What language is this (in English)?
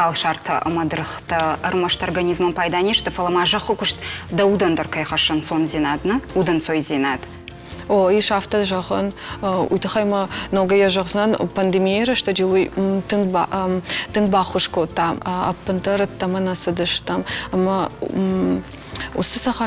Ossetic